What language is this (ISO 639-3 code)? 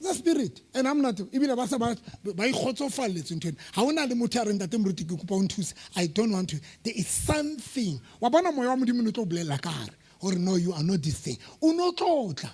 sot